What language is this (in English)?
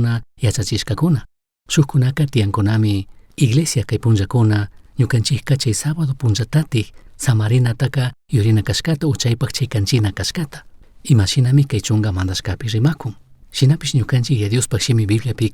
Chimborazo Highland Quichua